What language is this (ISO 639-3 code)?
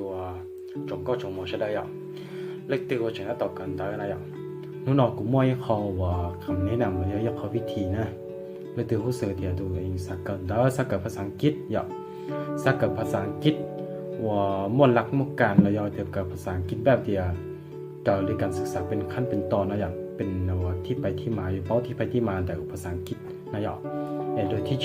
hmn